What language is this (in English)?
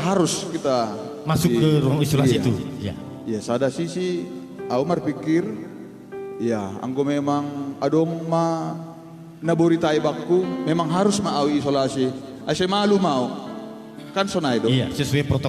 Batak Simalungun